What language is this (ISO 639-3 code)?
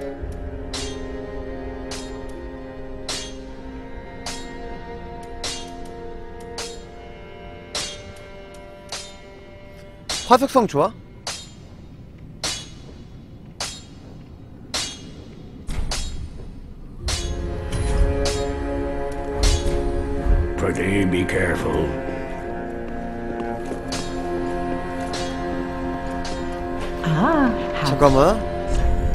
kor